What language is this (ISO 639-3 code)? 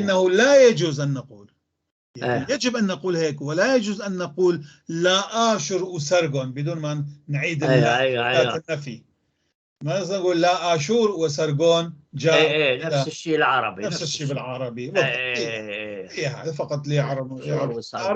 apc